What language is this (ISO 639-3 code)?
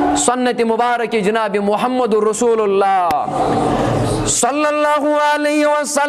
kas